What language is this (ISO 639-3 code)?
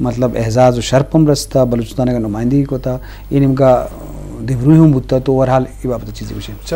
bgp